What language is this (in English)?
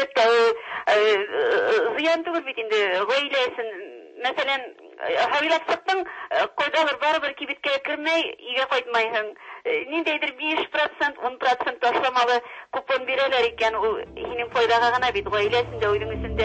Tatar